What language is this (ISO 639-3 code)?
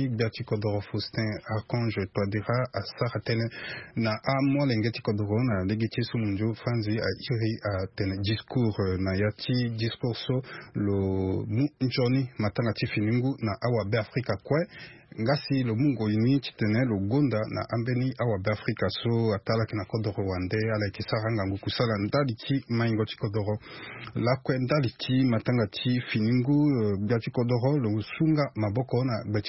sag